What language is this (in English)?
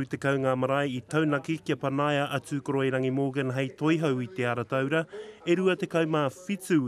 Māori